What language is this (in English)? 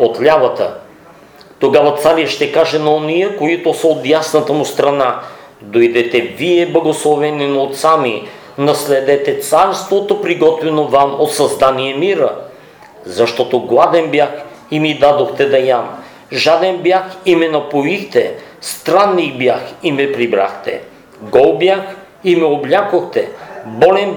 Bulgarian